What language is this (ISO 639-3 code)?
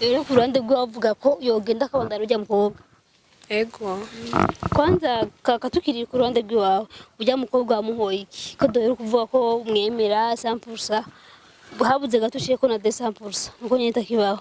run